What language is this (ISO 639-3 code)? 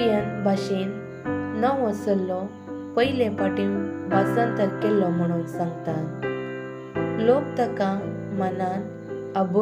kok